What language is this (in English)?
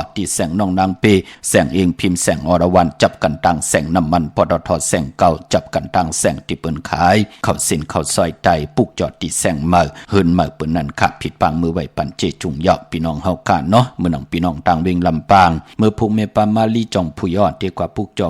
Shan